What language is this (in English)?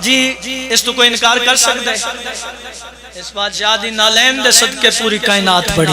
Pahari-Potwari